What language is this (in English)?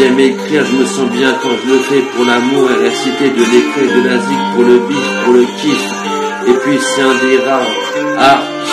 French